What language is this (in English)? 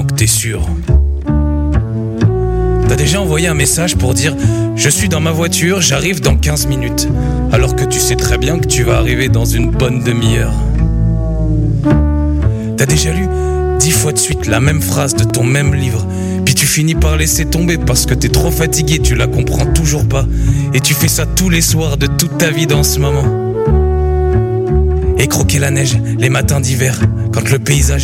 French